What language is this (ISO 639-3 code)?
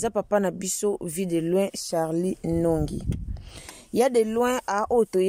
lin